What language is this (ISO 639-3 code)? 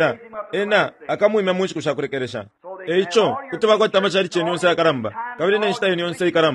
bem